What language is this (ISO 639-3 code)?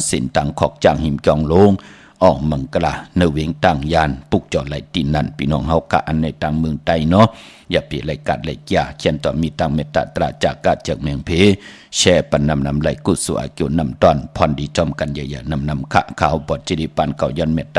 shn